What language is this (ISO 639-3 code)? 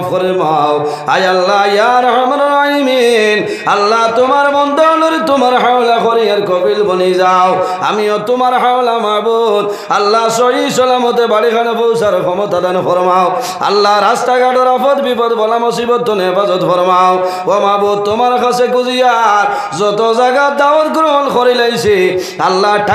syl